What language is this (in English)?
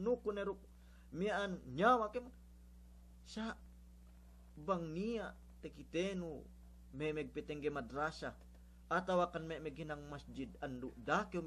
Yakan